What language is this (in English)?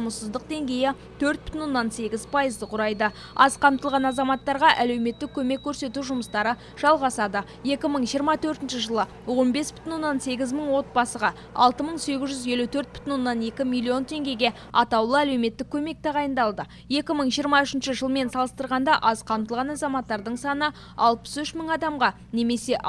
Kazakh